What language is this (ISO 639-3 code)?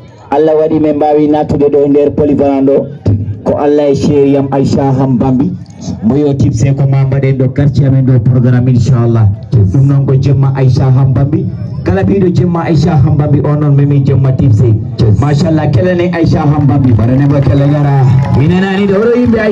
ful